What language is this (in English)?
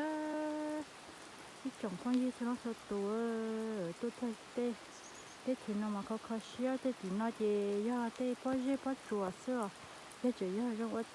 Hmong